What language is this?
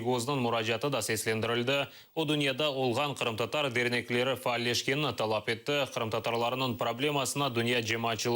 Crimean Tatar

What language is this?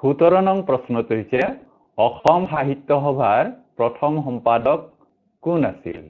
Assamese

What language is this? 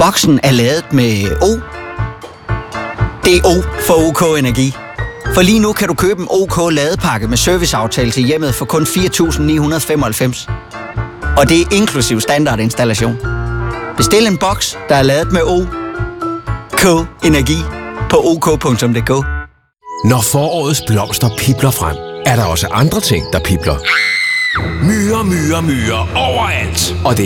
Danish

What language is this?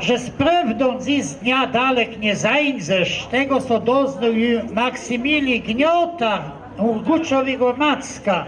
Kashubian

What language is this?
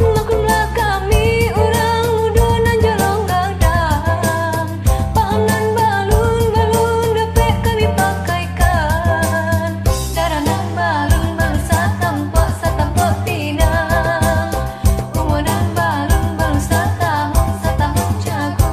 Minangkabau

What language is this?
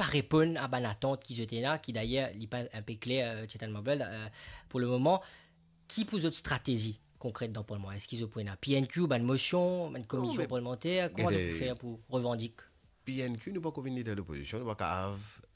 Morisyen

